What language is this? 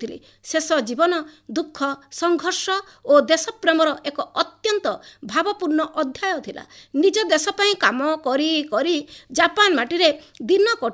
Odia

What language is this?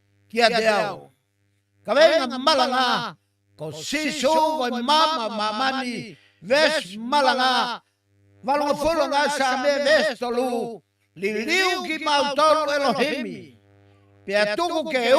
Tongan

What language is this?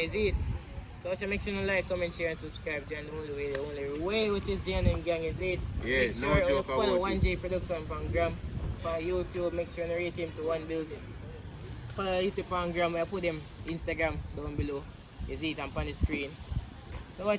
Jamaican Creole English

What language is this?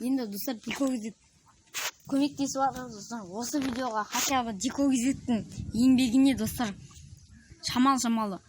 Kazakh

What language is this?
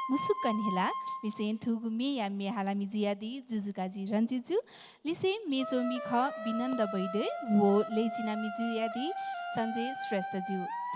Newari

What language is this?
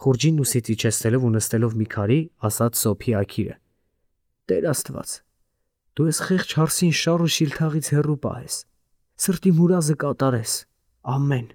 Armenian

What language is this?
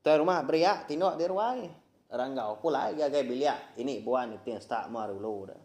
Iban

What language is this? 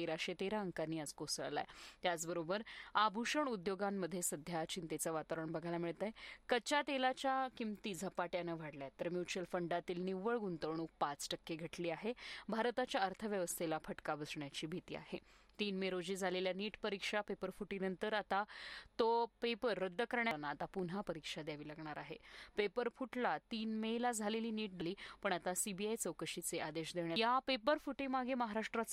Marathi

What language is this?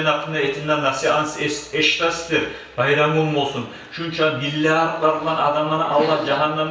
Kumyk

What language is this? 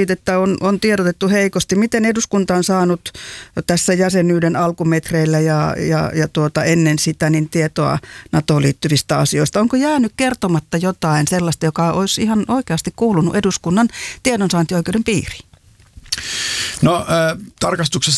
Finnish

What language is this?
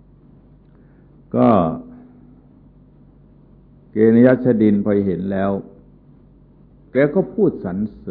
Thai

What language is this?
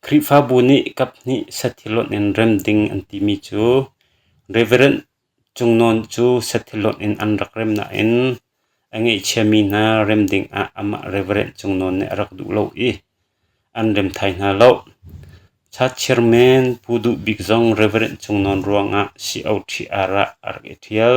Hakha Chin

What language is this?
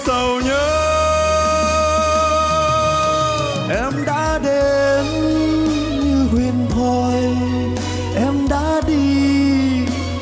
Vietnamese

